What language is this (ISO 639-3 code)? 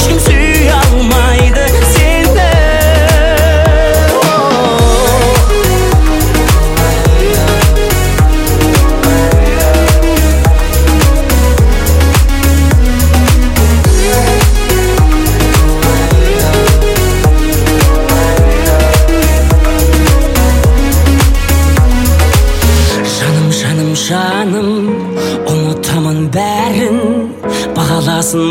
kaz